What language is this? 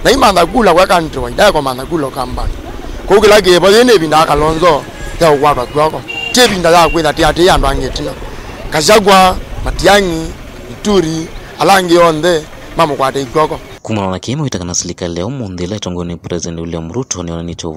Kamba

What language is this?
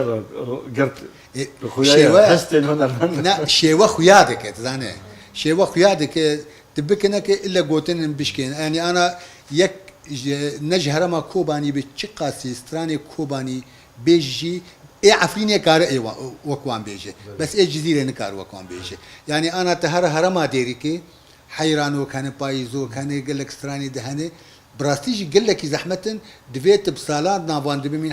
Kurdish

